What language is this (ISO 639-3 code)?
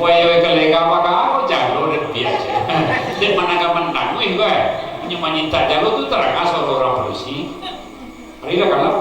min